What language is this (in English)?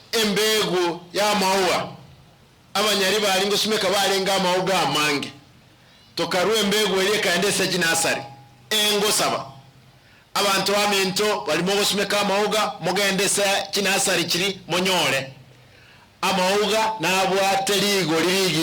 Gusii